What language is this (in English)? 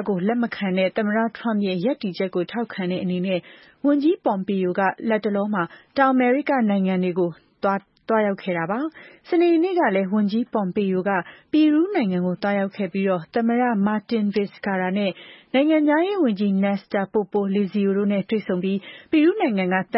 Burmese